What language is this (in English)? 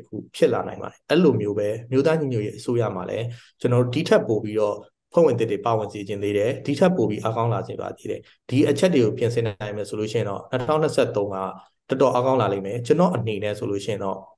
Burmese